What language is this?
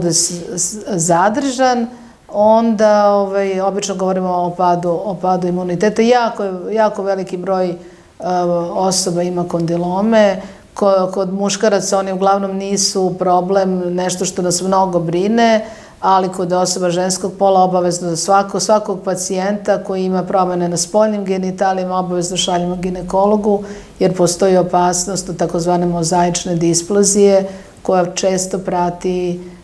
Serbian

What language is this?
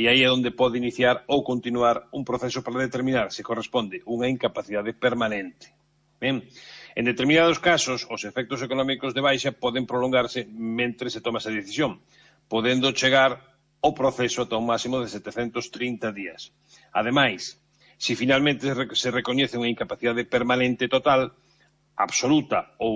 Galician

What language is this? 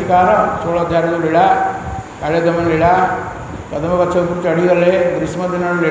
Odia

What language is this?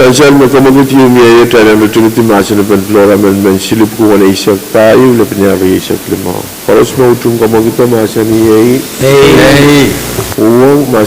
Pohnpeian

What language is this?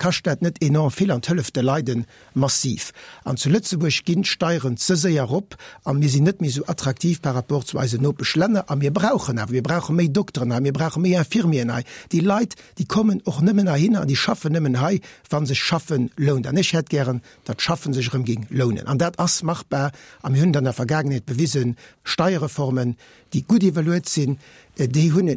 Luxembourgish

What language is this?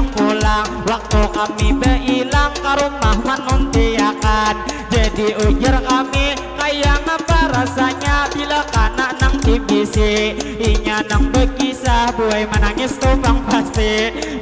Banjar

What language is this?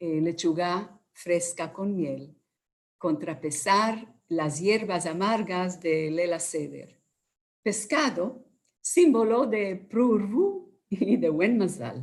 Ladino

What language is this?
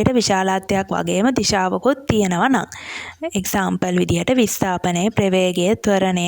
Sinhala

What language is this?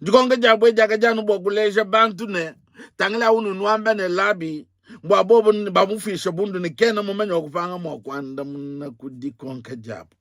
Luba-Lulua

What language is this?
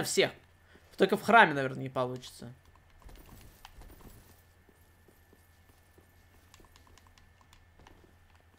Russian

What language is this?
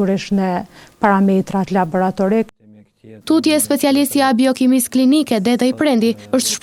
Albanian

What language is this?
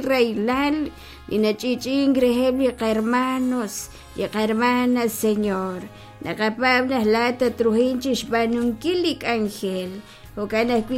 Kekchí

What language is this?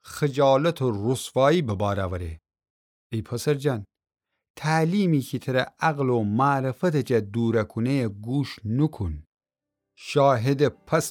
Gilaki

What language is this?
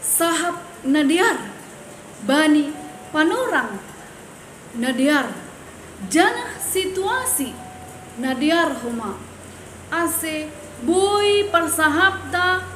Batak Simalungun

